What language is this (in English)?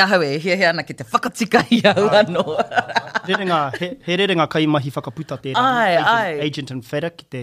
Māori